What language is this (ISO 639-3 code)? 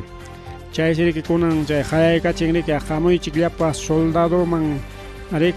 quy